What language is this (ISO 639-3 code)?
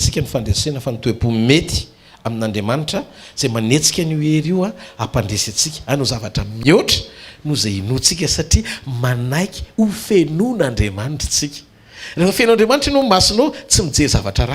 mlg